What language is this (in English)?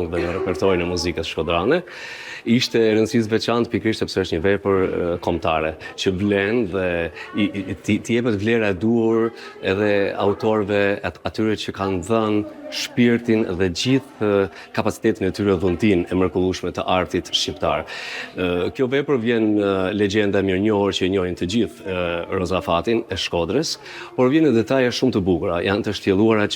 Albanian